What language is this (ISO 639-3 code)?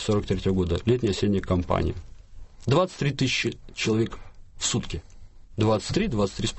rus